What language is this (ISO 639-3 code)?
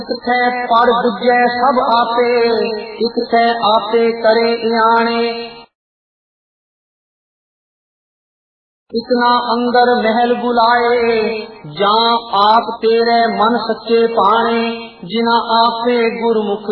pan